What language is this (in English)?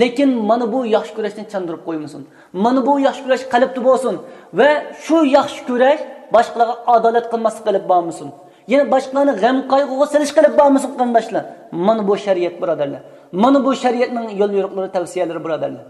Uyghur